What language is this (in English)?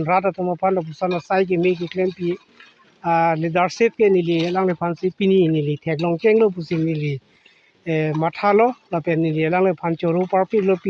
Karbi